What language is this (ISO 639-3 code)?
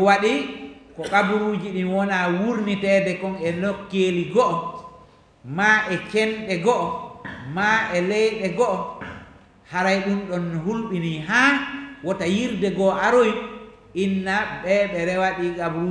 ful